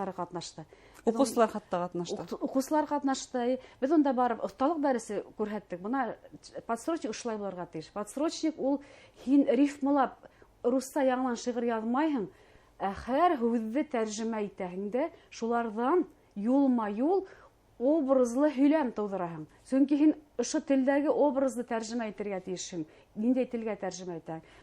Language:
Bashkir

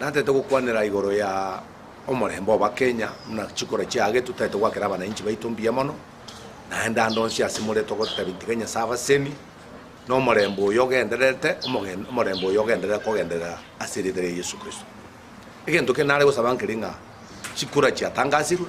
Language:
Gusii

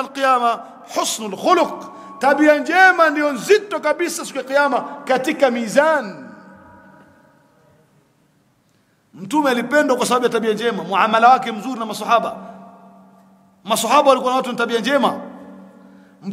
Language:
Swahili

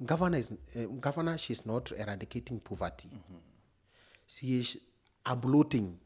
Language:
Meru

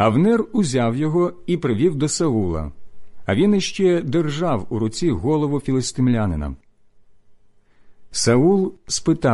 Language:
Ukrainian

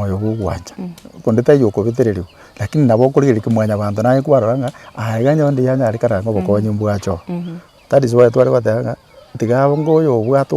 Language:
Gusii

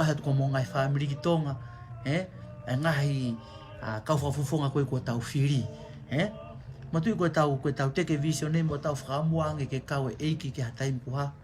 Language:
Tongan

